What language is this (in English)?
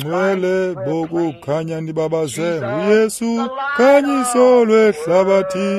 Xhosa